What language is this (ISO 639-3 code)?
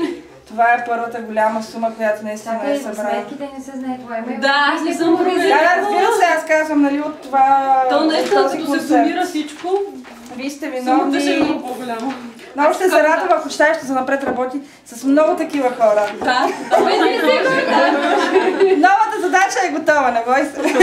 bul